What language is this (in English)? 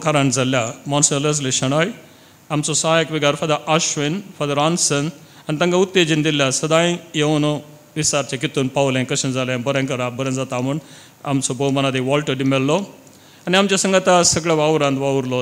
Konkani